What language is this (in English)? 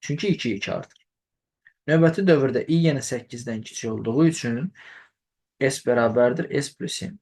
Azerbaijani